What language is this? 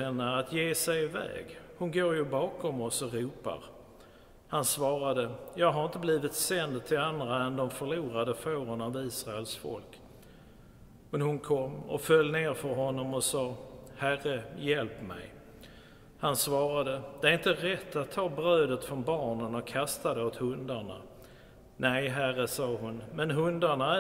Swedish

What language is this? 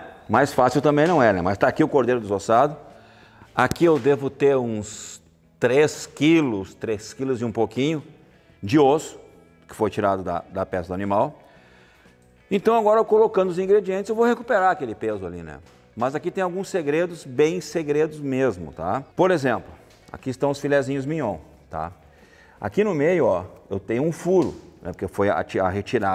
Portuguese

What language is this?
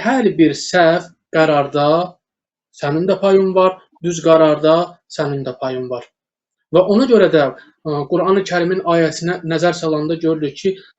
Azerbaijani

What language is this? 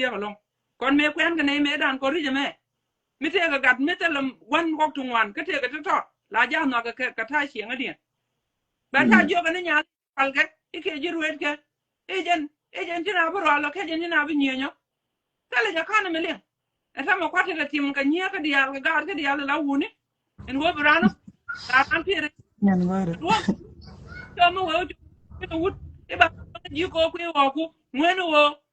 Nuer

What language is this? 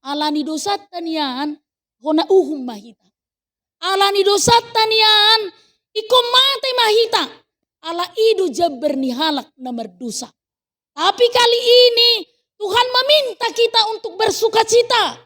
Batak Toba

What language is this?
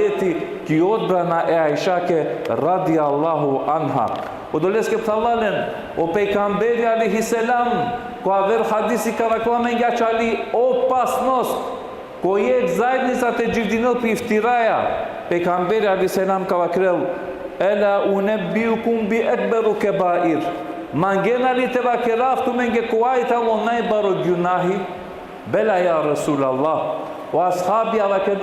Balkan Romani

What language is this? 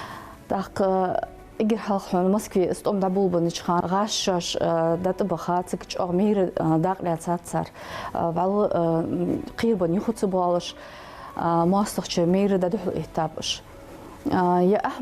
Ingush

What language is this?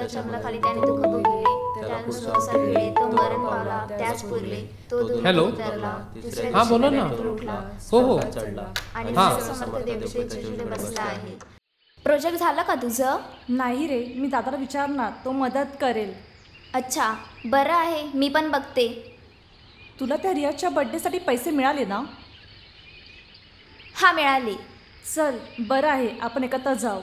Marathi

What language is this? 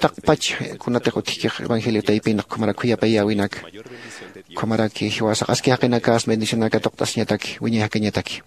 Aymara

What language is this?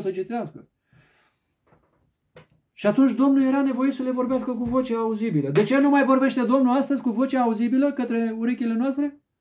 Romanian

